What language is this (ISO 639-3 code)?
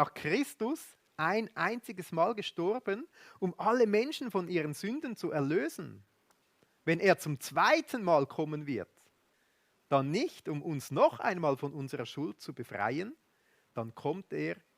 gsw